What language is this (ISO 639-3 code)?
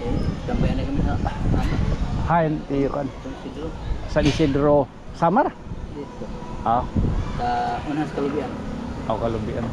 war